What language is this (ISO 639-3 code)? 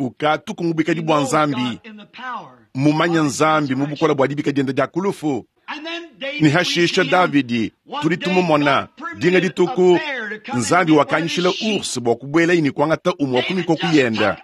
lua